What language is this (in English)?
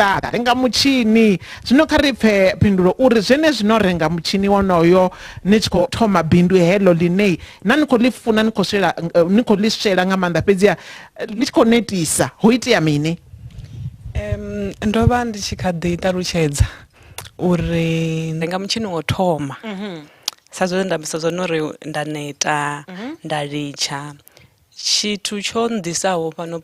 Venda